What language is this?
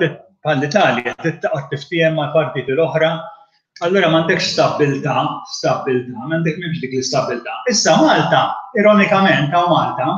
Maltese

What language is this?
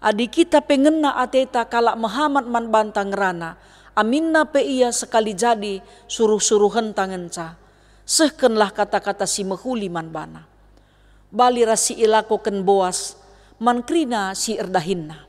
Batak Karo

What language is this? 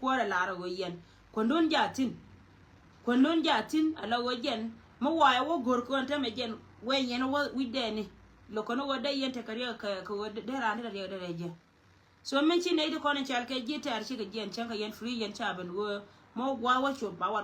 Nuer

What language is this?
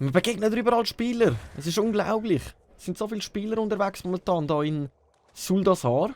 Swiss German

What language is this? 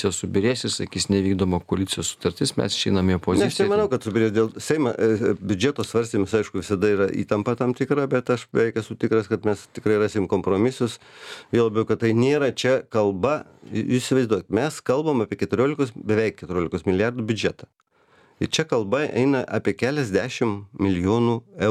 Lithuanian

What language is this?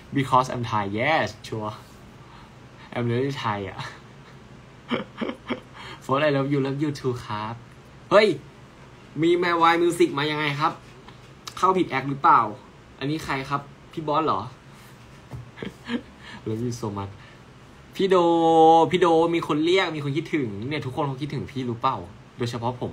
Thai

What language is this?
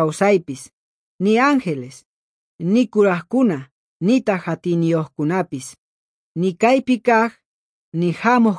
South Bolivian Quechua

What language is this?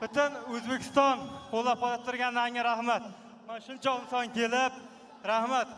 Uzbek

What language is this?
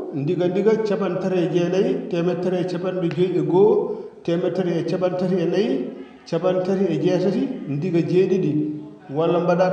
Fula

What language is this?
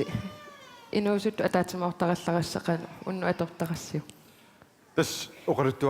Kalaallisut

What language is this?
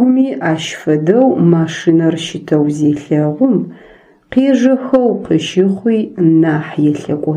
Adyghe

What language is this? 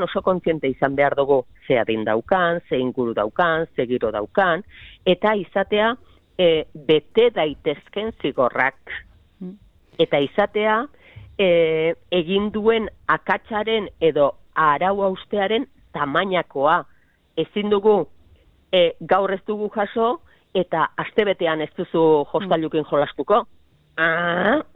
Basque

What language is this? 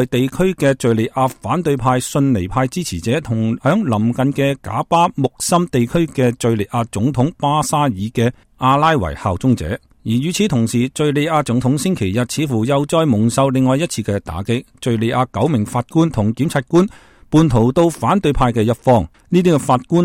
Cantonese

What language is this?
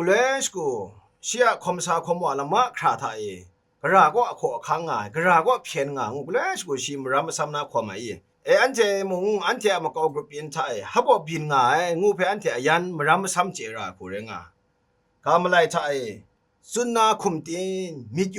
Kachin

